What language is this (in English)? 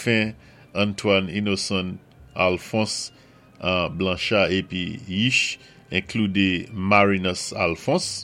Saint Lucian Creole French